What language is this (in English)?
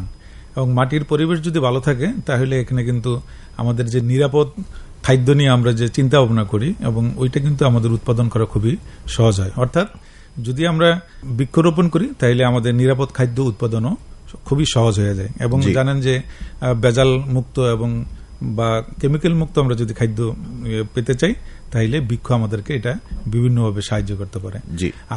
Bangla